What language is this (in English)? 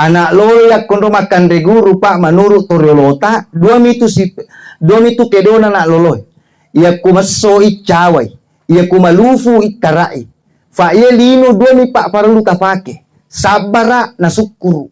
Buginese